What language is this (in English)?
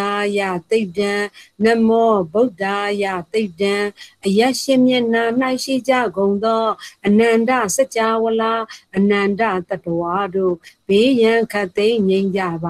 Burmese